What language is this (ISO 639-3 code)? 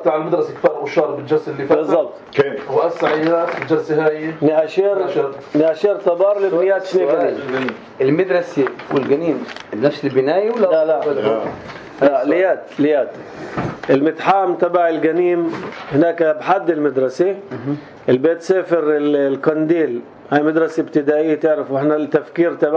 apc